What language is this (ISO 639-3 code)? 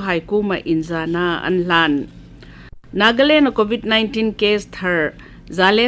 hmr